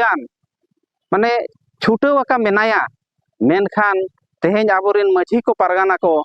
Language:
Santali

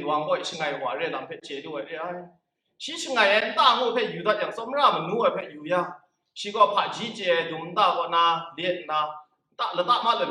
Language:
Kachin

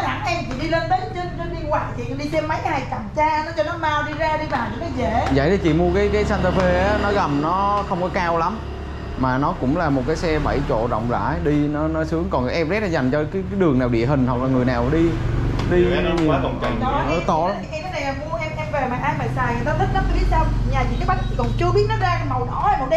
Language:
Vietnamese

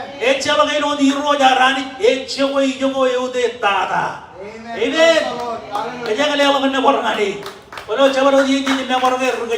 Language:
Marshallese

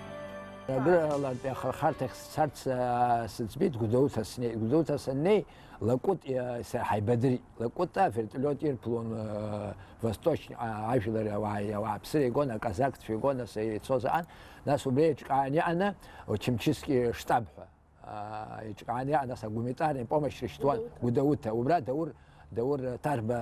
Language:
Abkhazian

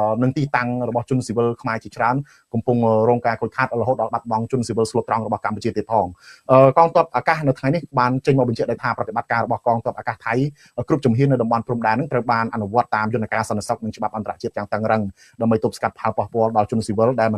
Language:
Khmer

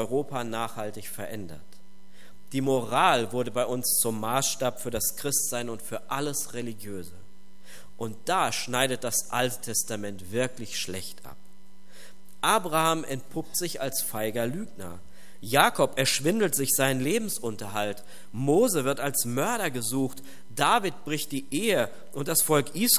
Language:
German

